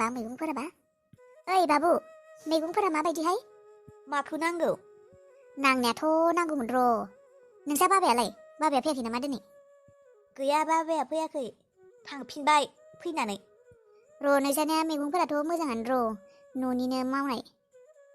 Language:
Bodo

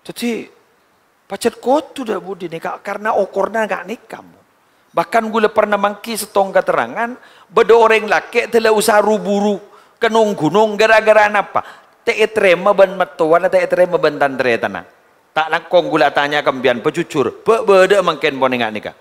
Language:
Madurese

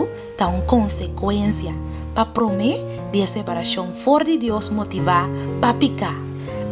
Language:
Papiamento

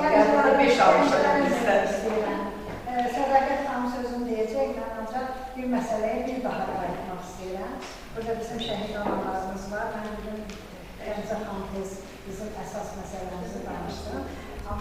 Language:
Azerbaijani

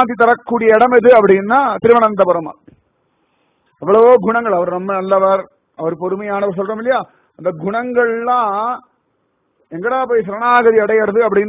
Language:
Tamil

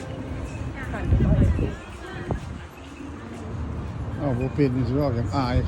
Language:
Lao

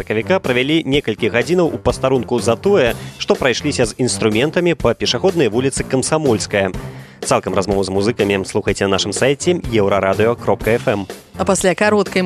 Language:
Belarusian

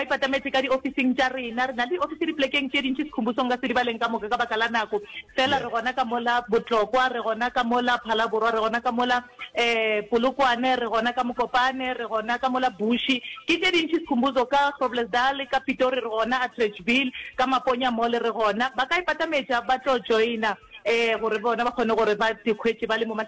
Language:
Northern Sotho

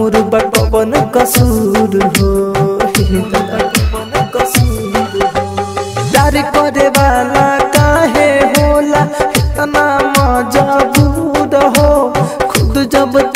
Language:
Bhojpuri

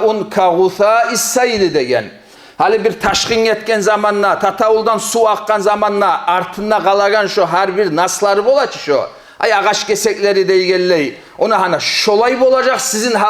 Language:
Kumyk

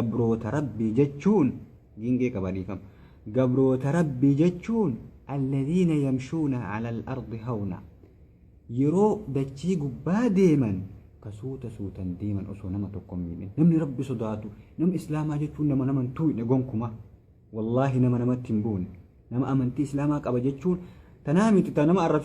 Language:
Oromo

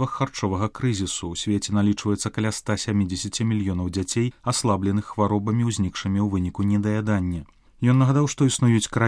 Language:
Belarusian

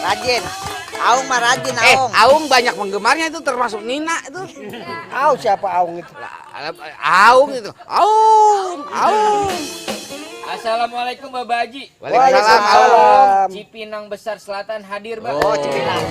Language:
Betawi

